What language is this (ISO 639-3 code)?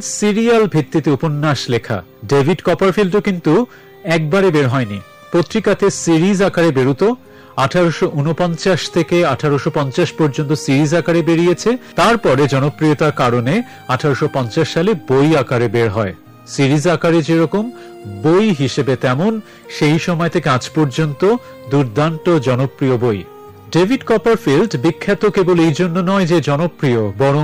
ben